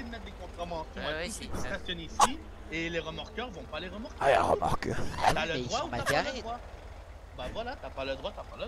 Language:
French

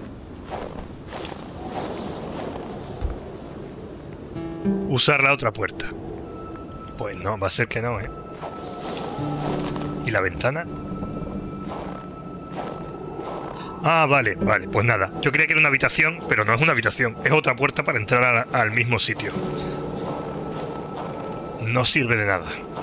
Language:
Spanish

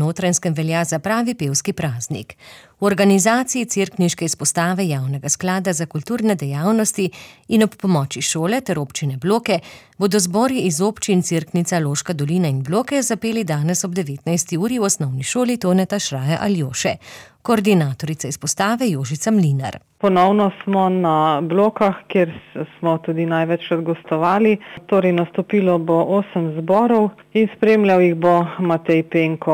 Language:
Slovenian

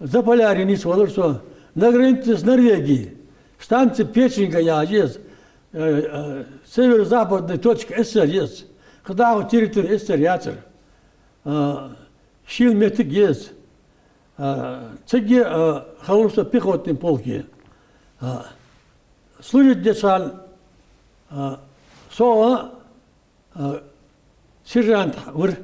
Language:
Ingush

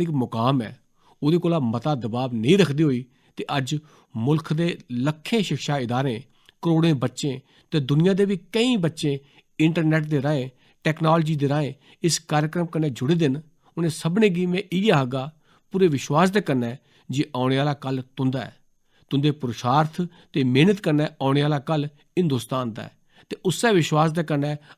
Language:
Dogri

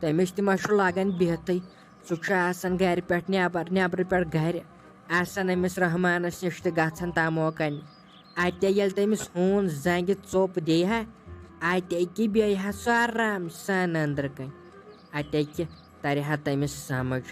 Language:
Kashmiri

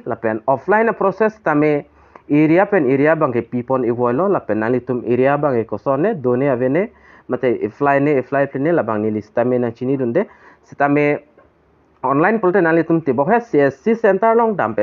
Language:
Karbi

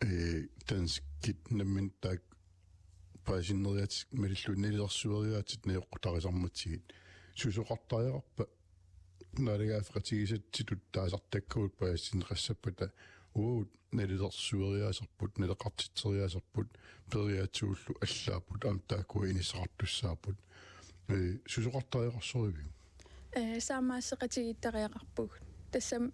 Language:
Kalaallisut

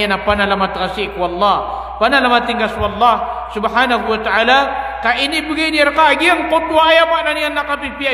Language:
Maranao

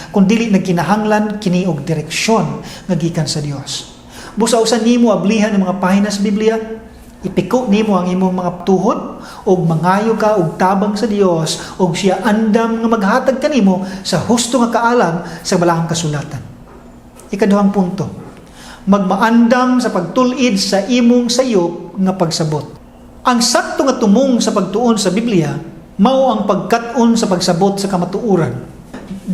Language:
Cebuano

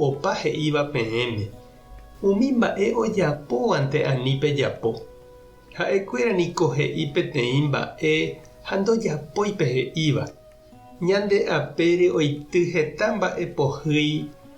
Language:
Guarani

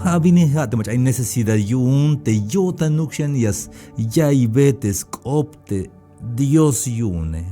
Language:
Tzeltal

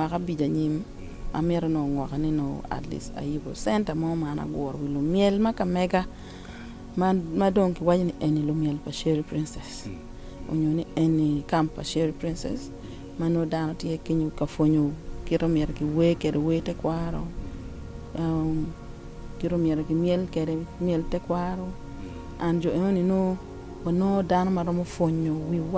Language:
Acoli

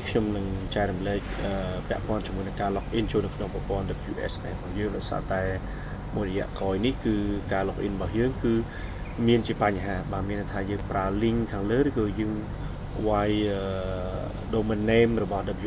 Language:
Khmer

